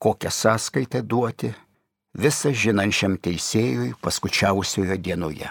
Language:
Lithuanian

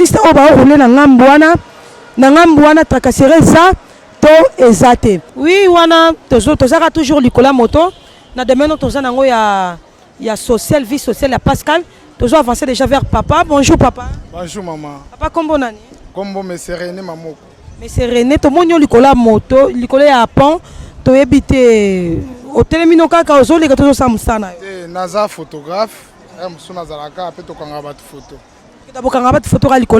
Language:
Lingala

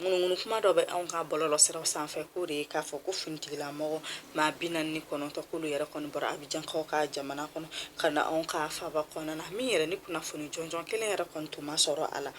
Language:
Bambara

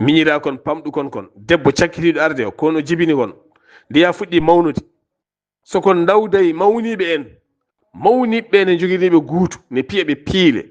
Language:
Fula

